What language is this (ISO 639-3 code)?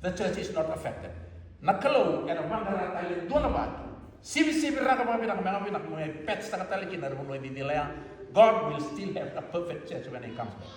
fij